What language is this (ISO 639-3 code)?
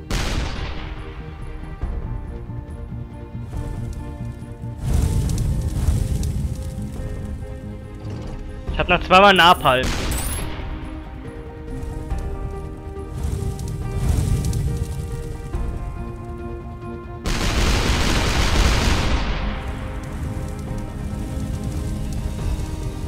deu